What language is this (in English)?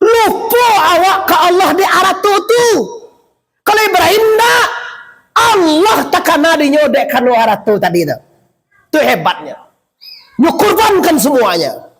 Minangkabau